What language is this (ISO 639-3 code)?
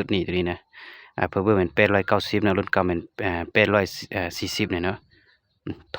lao